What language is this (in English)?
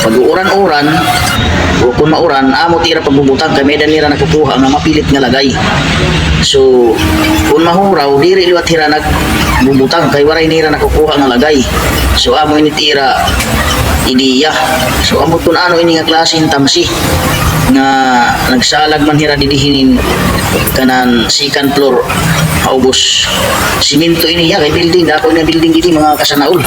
Waray